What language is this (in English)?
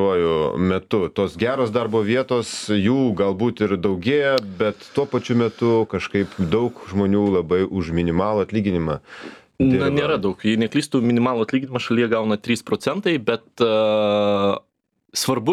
Lithuanian